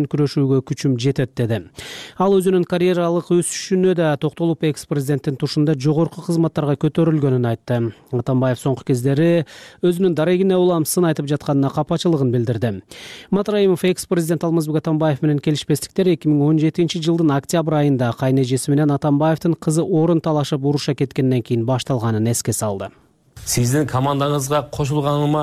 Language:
Kyrgyz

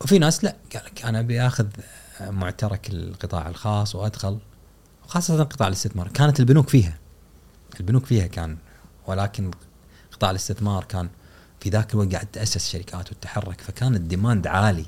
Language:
Gulf Arabic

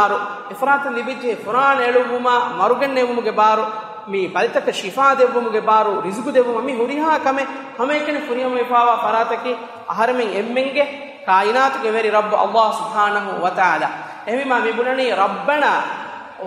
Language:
Divehi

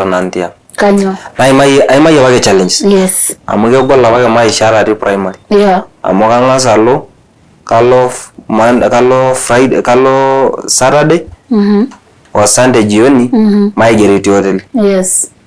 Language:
Masai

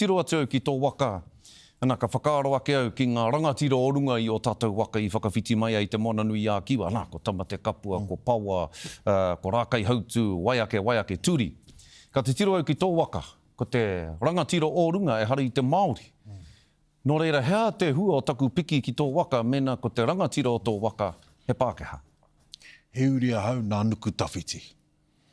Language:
Māori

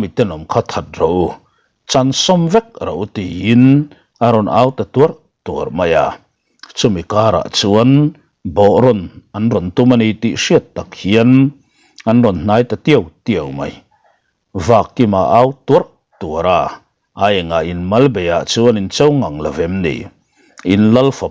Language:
Mizo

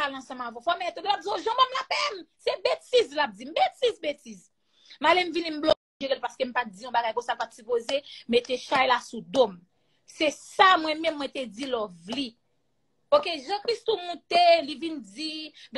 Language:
Haitian Creole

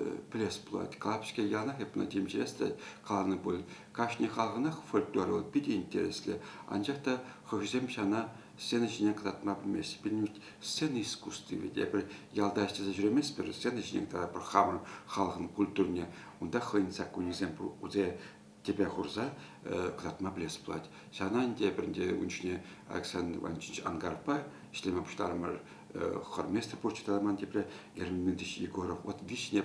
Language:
Chuvash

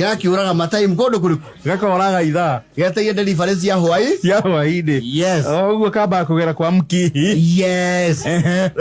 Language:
Kikuyu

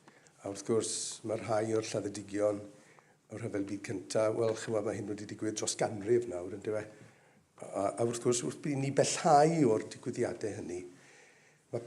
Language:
Welsh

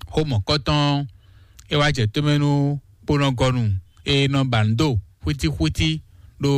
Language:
Fon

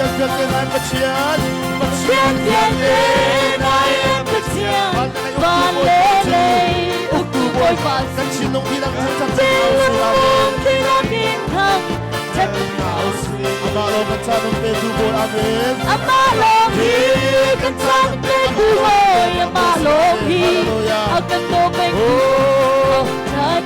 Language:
Hakha Chin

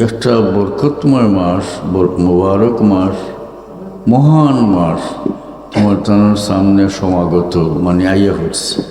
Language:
Sylheti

